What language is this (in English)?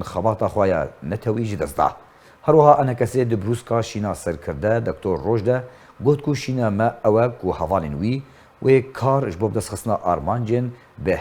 Kurdish